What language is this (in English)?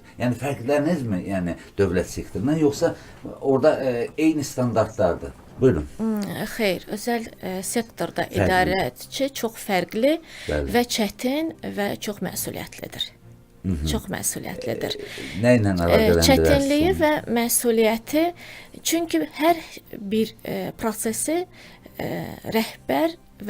Azerbaijani